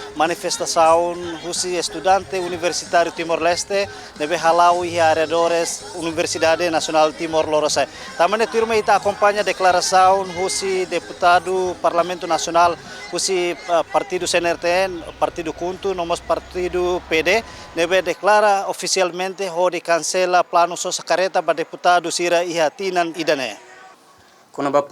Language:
Tetum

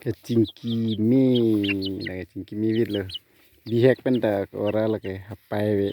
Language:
Karbi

